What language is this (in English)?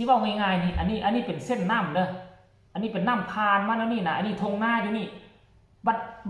Northeastern Thai